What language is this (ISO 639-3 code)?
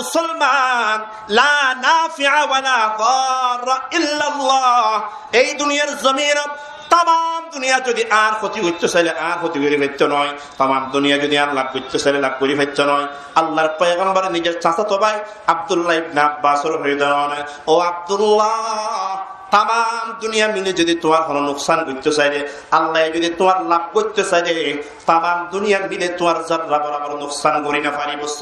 rhg